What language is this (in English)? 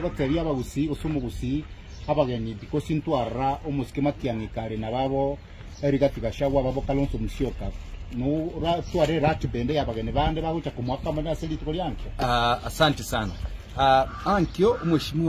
Gusii